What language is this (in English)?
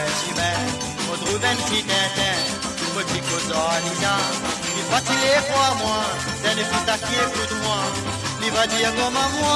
Morisyen